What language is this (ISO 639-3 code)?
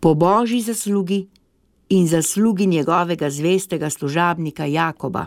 slv